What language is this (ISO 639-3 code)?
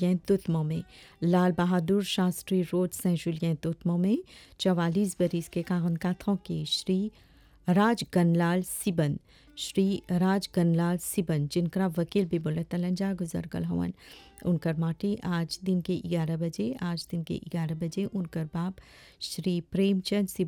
bho